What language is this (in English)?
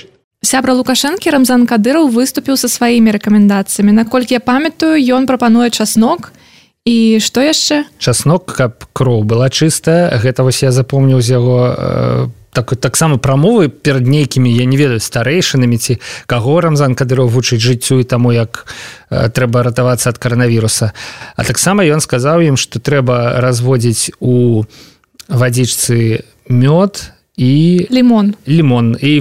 Belarusian